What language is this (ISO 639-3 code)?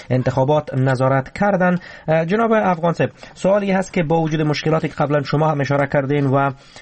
fas